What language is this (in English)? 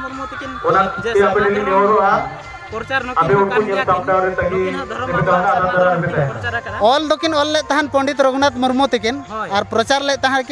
Santali